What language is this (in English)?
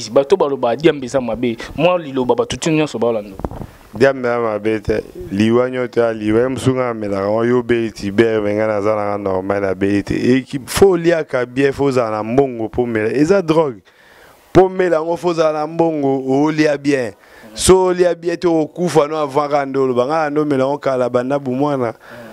Lingala